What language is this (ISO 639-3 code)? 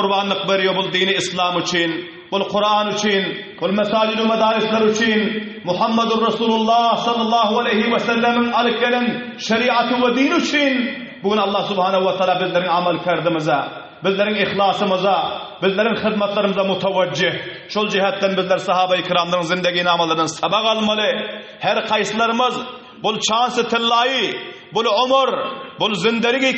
tuk